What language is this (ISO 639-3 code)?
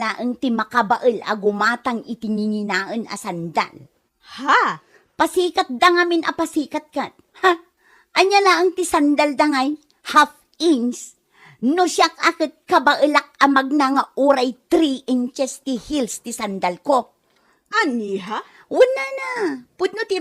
ilo